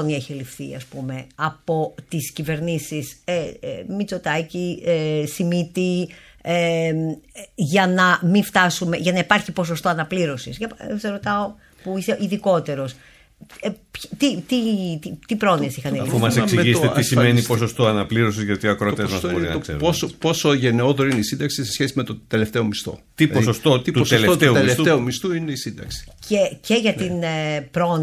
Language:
Greek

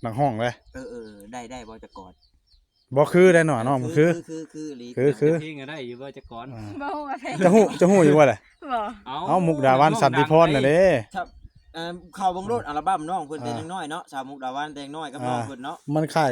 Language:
Northeastern Thai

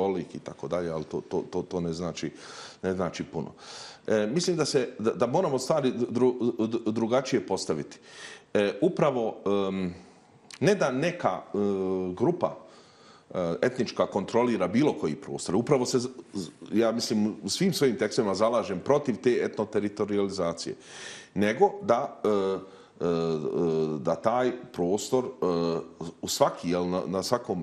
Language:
Bosnian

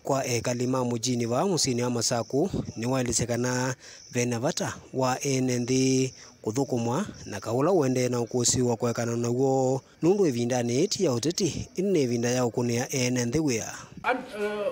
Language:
Kamba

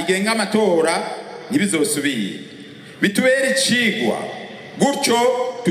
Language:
Rundi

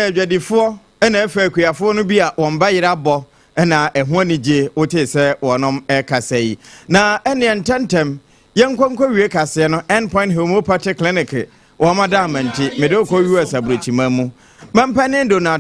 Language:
Akan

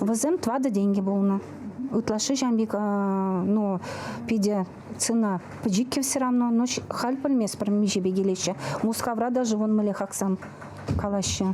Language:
Chuvash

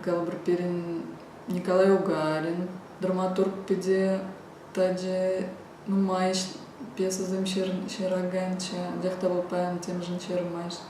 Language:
Chuvash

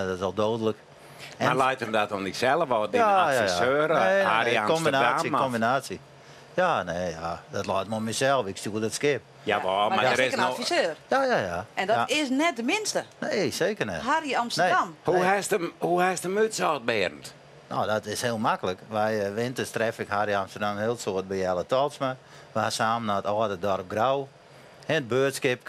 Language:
Western Frisian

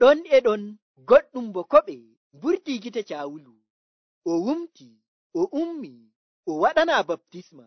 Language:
Nigerian Fulfulde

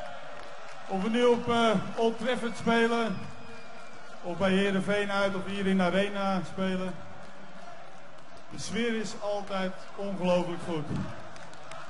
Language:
Dutch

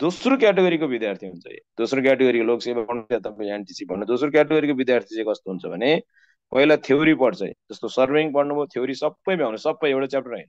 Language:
Nepali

